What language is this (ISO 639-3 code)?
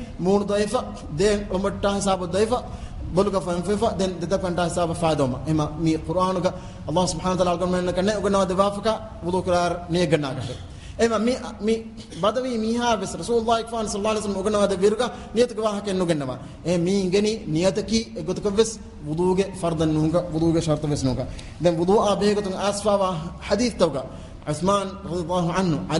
div